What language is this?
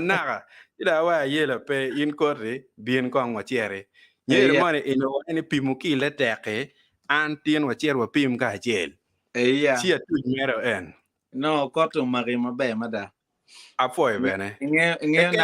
Acoli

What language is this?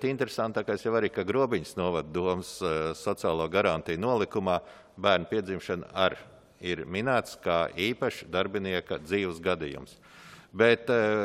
Latvian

